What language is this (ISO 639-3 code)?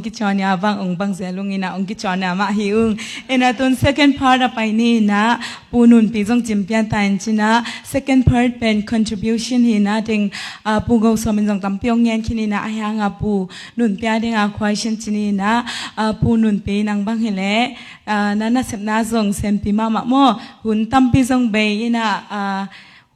ctd